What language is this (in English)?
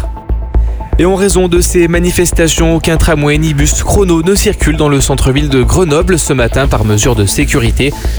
French